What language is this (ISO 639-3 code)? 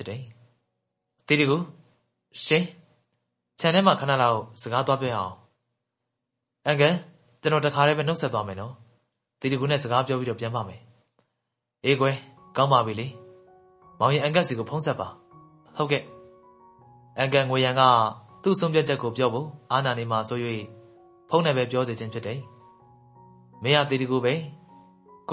mya